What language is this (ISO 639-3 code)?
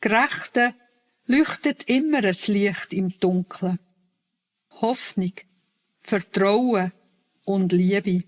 gsw